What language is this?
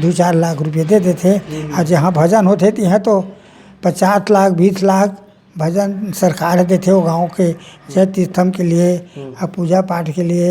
Chhattisgarhi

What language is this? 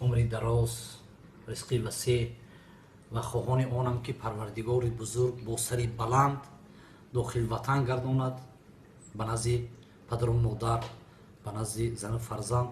Tajik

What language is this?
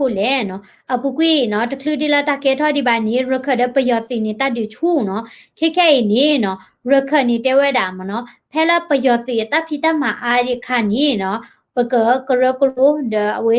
S'gaw Karen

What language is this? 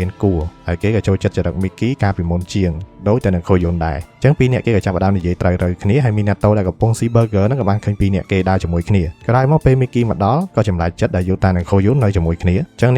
Khmer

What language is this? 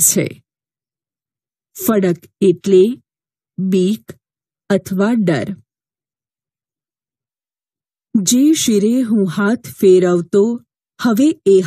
Gujarati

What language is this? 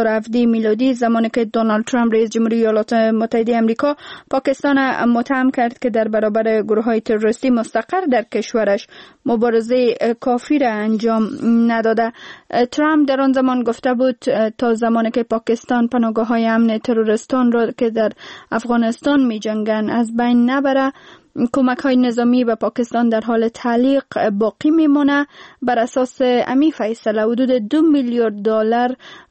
Persian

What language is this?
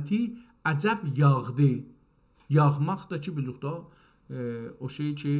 South Azerbaijani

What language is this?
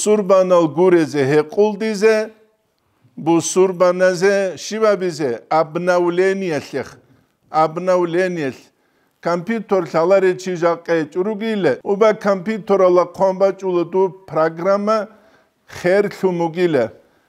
Avaric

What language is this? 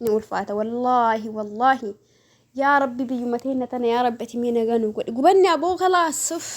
Oromo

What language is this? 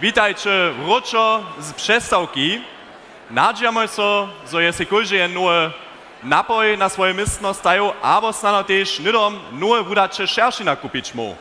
Upper Sorbian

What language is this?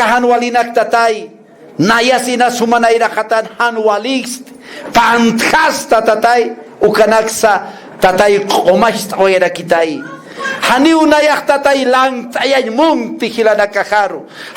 Aymara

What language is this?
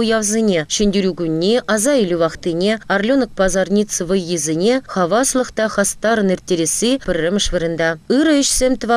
Chuvash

